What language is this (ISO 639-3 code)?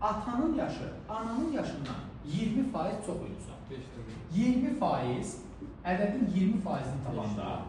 aze